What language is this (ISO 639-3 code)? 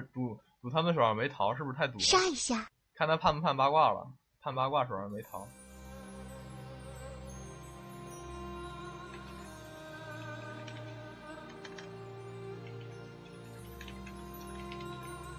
zho